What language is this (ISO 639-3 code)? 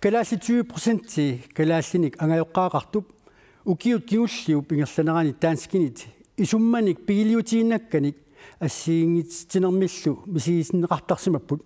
kal